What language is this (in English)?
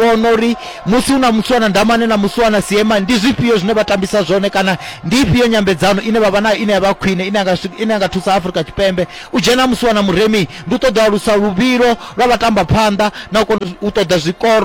Venda